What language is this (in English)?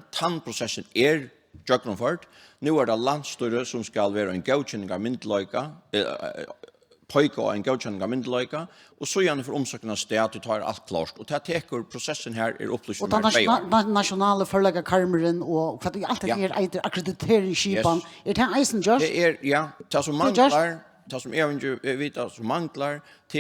Faroese